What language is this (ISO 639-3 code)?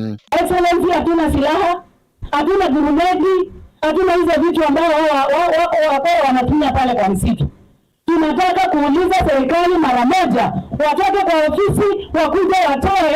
kam